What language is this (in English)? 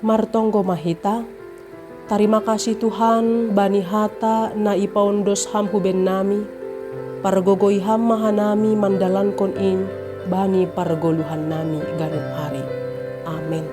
Batak Simalungun